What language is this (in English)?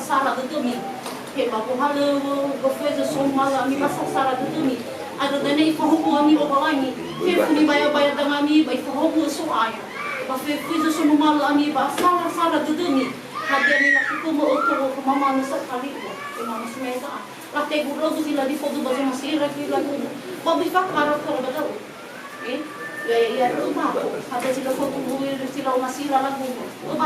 Nias